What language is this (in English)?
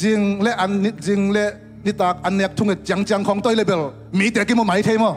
Tedim Chin